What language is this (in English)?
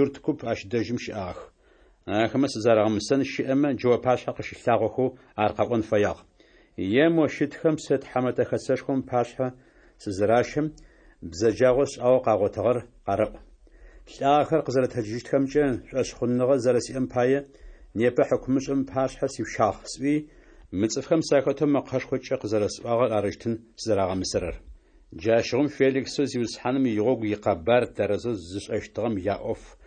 Kabardian